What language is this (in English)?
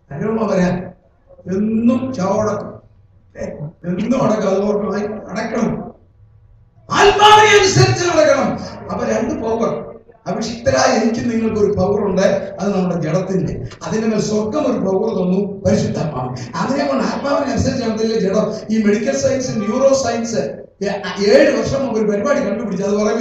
Malayalam